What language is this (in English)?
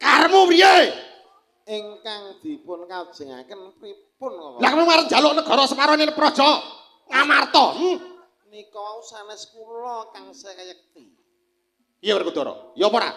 Javanese